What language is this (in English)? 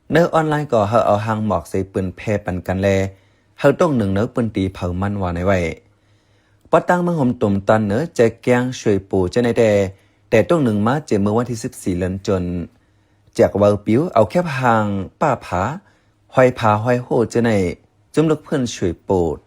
Shan